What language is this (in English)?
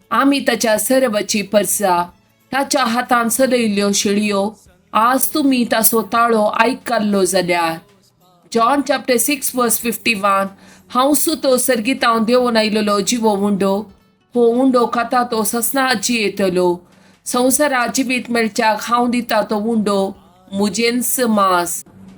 Konkani